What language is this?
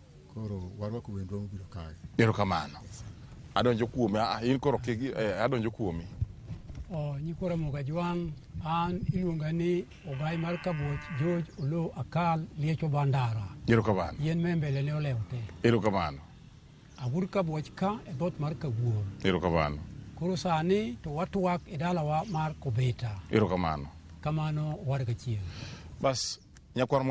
Luo (Kenya and Tanzania)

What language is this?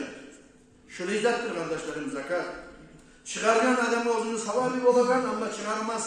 Kumyk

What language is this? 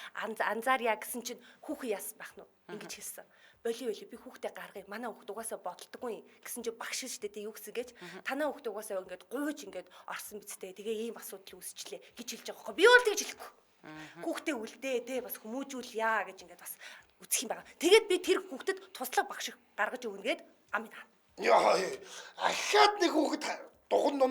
Mongolian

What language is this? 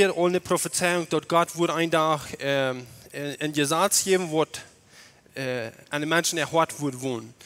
Plautdietsch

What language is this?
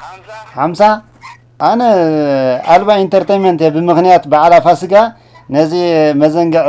Tigrinya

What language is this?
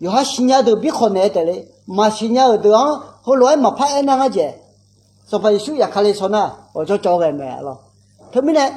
Akha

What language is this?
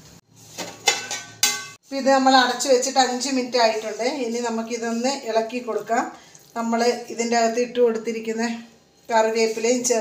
Malayalam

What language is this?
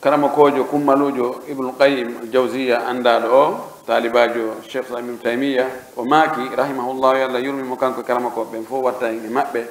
Pular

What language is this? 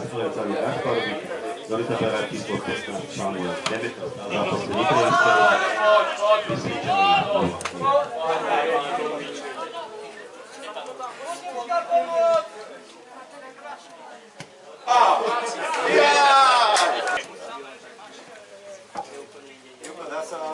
Slovak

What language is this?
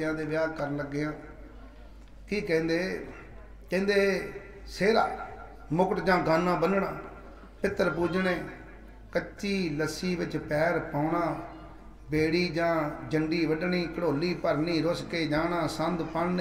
Punjabi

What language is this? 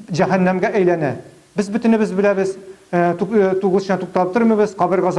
Tatar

